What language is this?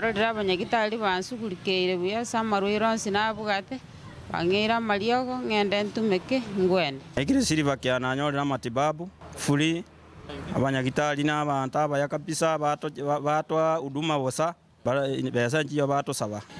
Gusii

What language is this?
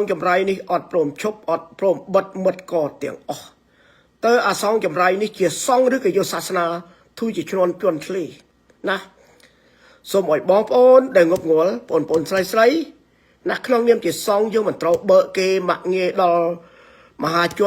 Khmer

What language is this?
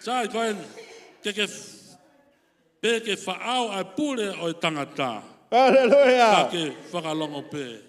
Tongan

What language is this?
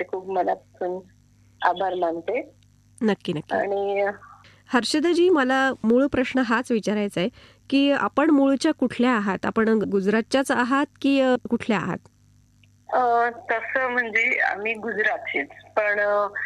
Marathi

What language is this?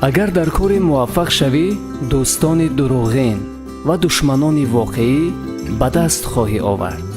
Tajik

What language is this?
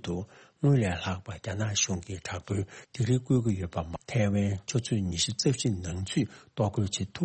Tibetan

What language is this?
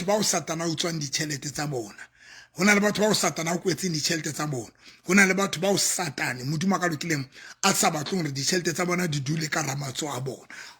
Southern Sotho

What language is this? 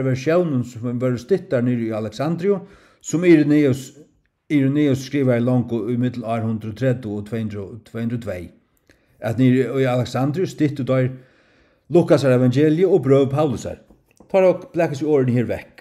Faroese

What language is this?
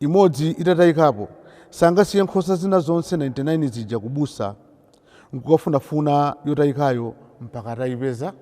Nyanja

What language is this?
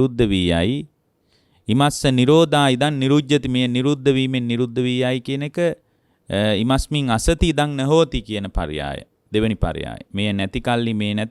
Sinhala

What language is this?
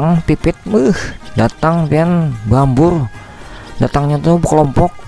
Banjar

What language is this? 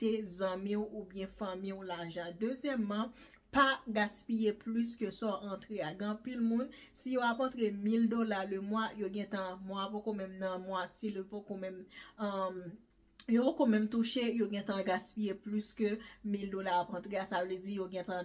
Haitian Creole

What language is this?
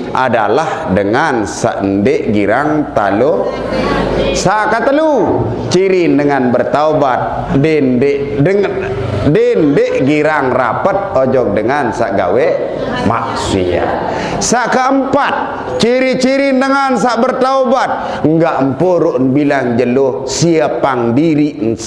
Sasak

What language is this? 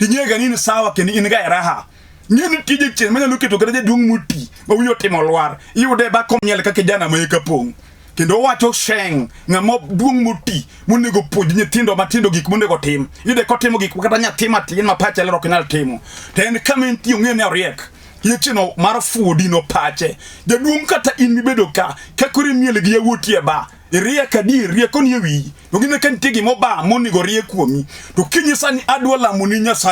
Luo (Kenya and Tanzania)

